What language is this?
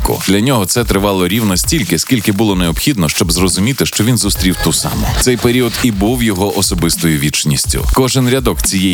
Ukrainian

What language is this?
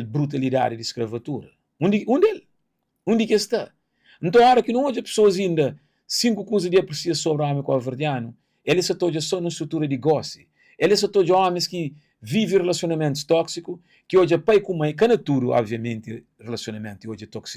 Kabuverdianu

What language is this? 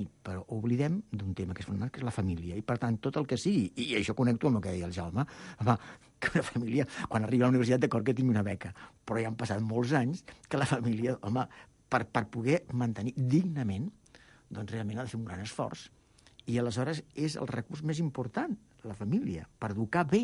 Catalan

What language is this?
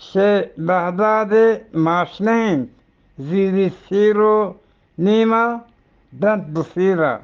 Eastern Balochi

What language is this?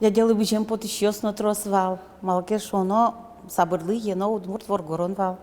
Udmurt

